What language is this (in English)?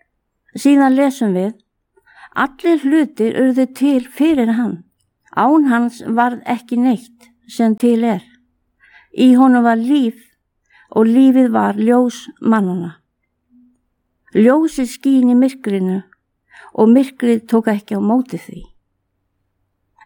Icelandic